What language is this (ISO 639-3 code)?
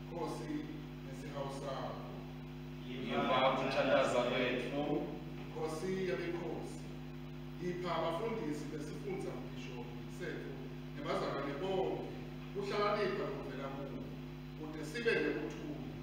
ssw